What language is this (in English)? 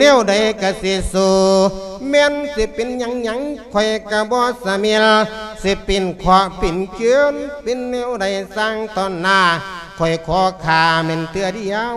Lao